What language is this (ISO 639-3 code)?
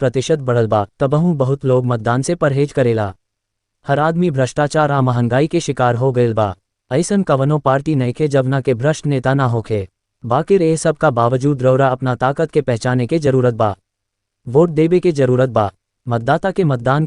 bho